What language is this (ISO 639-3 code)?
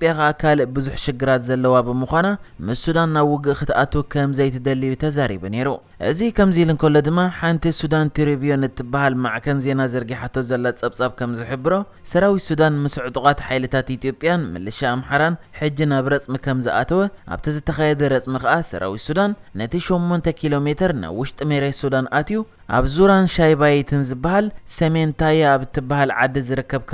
tir